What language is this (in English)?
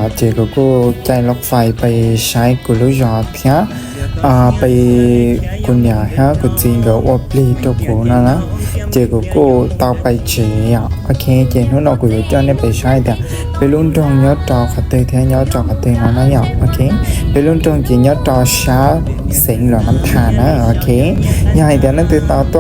Hmong